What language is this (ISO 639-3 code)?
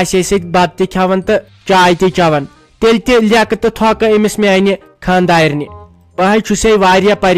kas